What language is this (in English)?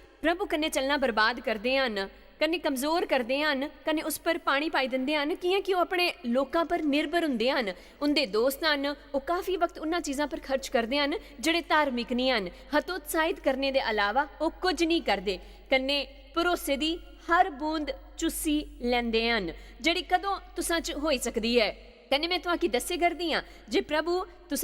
Dogri